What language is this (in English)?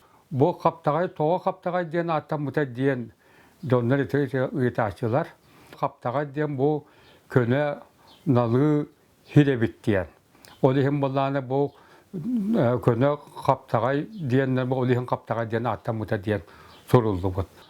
Yakut